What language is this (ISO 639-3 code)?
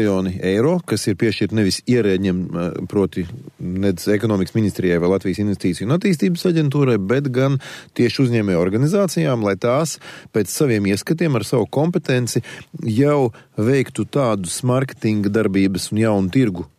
lav